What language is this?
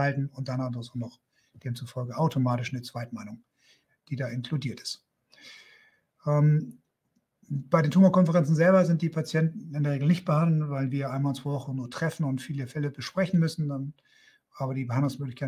German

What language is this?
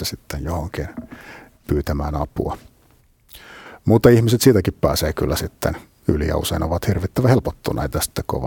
Finnish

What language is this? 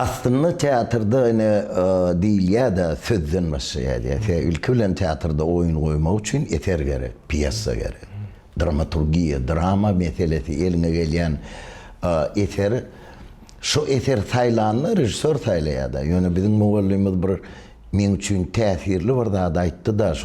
Turkmen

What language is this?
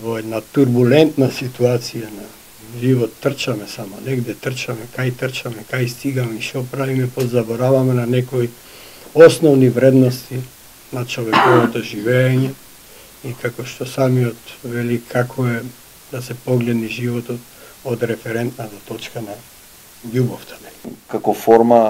Macedonian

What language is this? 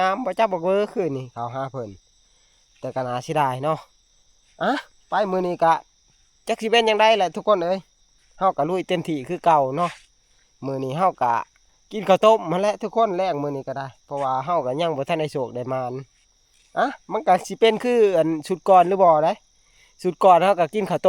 Northeastern Thai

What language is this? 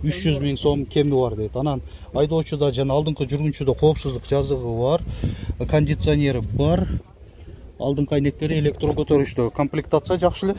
Kyrgyz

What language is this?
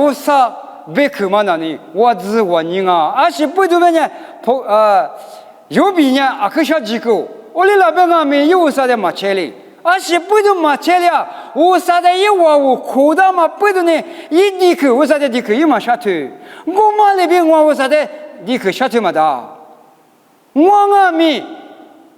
Lisu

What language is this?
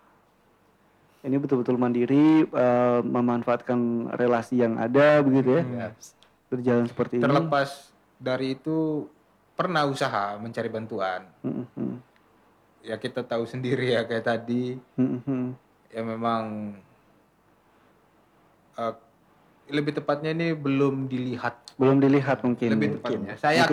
Indonesian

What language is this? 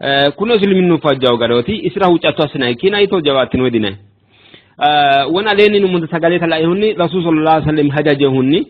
Sidamo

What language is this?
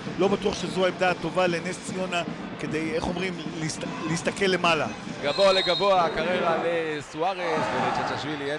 Hebrew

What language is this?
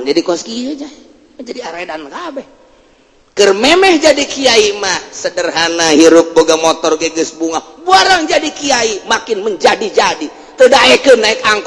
Sundanese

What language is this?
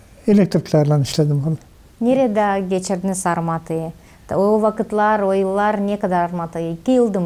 Gagauz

